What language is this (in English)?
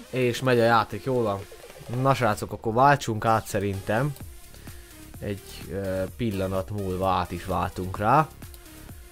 Hungarian